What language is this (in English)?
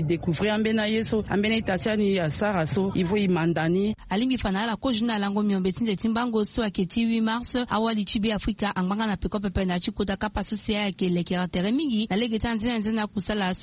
Sango